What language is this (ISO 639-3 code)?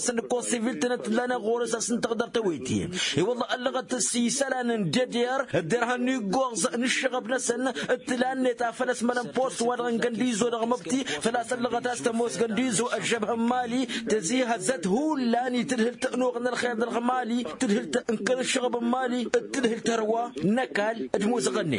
taq